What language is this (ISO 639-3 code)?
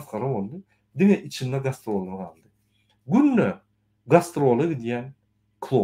tuk